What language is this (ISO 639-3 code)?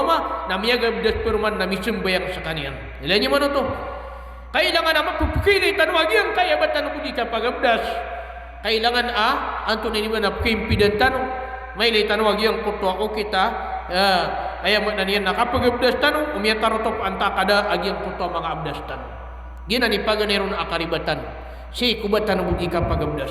mrw